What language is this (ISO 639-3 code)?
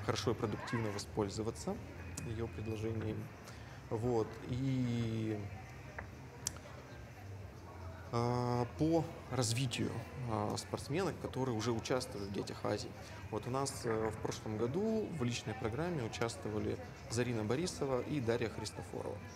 rus